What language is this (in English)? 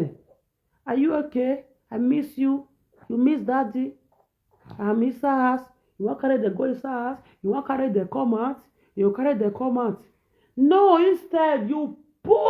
Nigerian Pidgin